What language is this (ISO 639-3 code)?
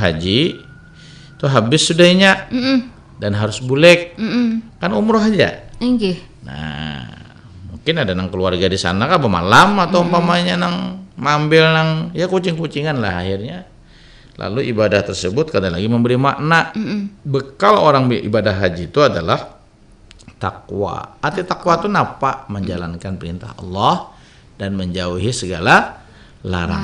bjn